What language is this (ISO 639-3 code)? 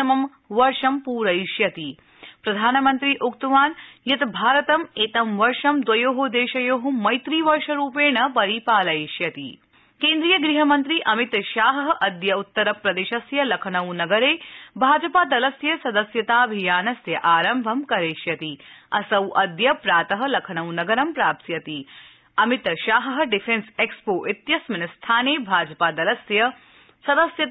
san